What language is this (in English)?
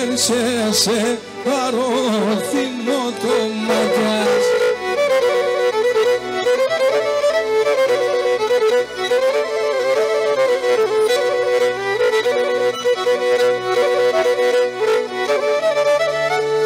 Greek